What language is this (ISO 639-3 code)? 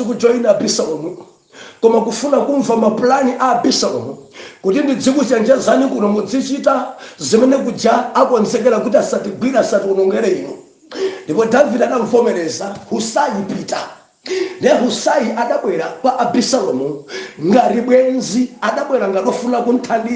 nya